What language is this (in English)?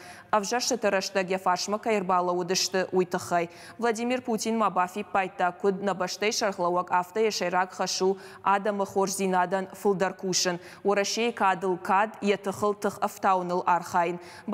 Ossetic